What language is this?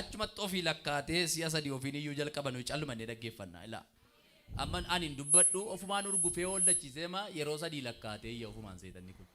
Oromo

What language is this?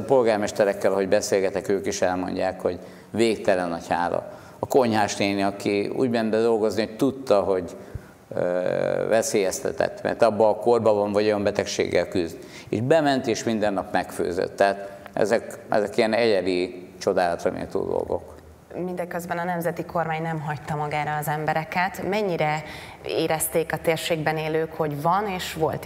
Hungarian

